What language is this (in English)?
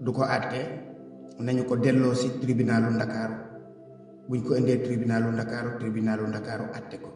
Wolof